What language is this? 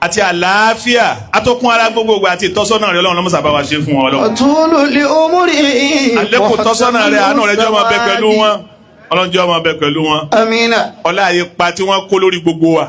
Yoruba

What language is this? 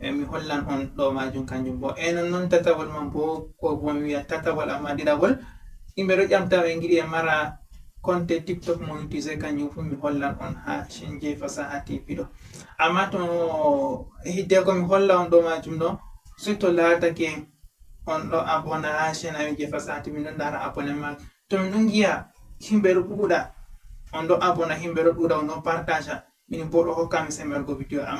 Fula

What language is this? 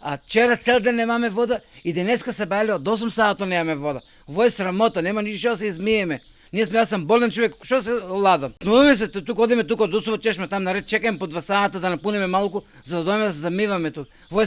Macedonian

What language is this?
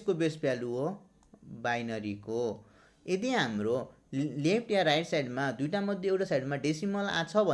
Nepali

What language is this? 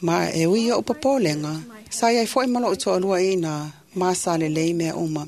Samoan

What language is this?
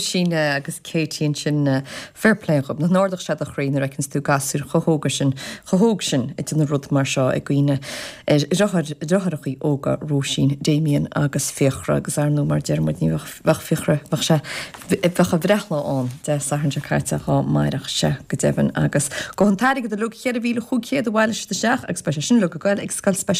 Irish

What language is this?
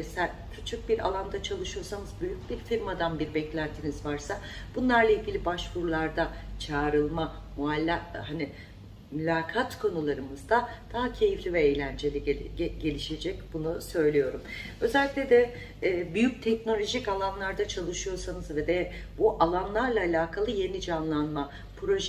Turkish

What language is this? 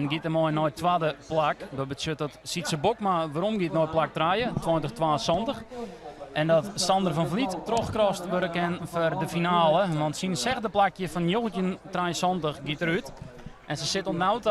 Western Frisian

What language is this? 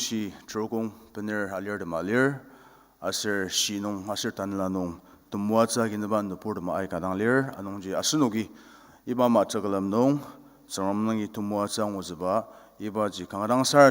Ao Naga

